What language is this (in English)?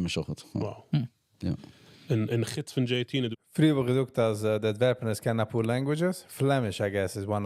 Yiddish